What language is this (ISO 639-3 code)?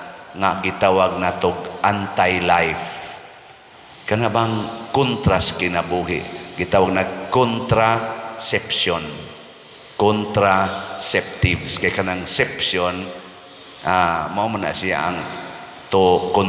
ceb